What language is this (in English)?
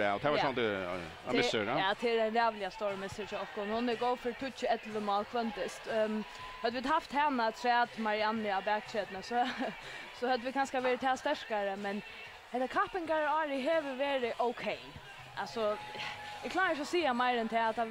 Faroese